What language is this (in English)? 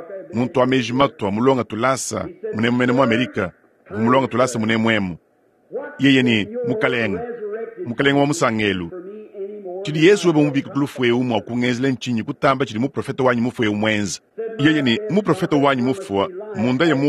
Luba-Lulua